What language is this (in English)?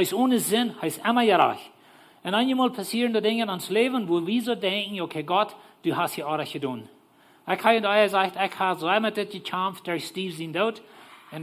Plautdietsch